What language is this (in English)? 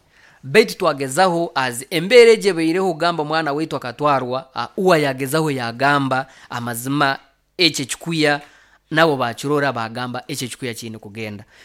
Nyoro